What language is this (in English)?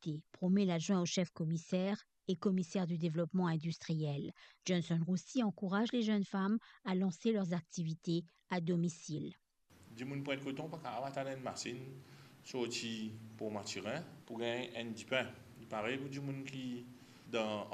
Morisyen